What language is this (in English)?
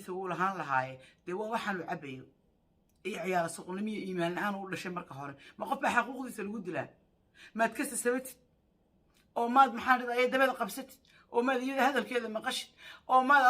Somali